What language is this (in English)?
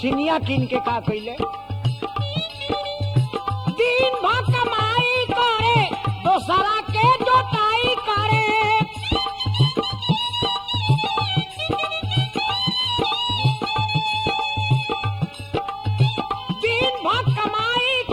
Bhojpuri